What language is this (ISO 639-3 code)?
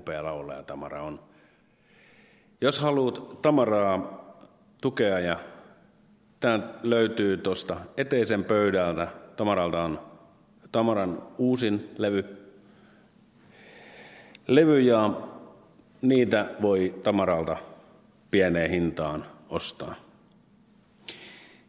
fin